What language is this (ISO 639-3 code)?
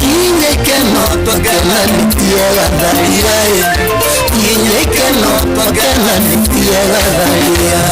kik